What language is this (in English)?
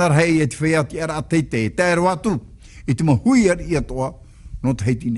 Tahitian